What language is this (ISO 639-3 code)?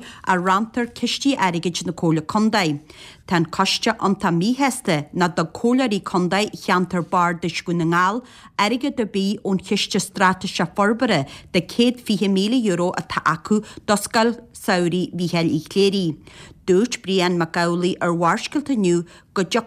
gle